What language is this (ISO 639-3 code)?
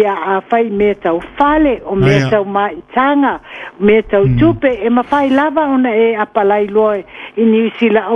smo